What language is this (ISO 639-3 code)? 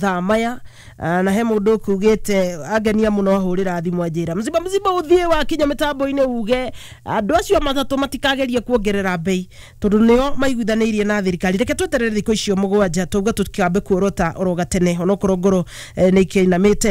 kik